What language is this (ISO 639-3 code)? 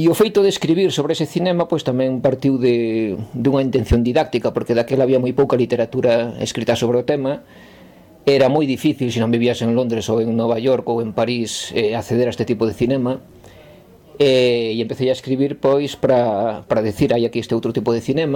glg